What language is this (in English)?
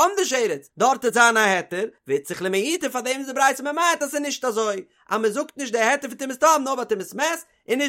Yiddish